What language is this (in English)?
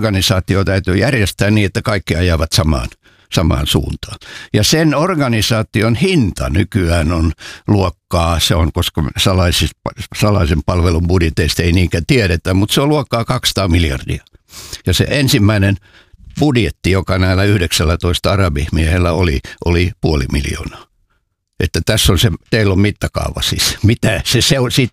Finnish